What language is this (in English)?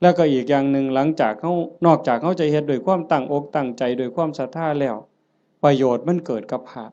Northeastern Thai